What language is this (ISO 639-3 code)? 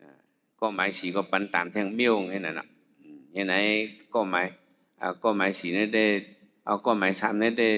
shn